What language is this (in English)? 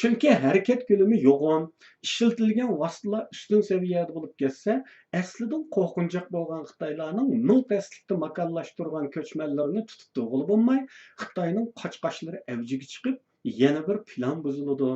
Uyghur